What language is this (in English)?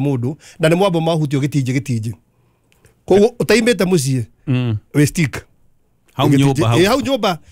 Kikuyu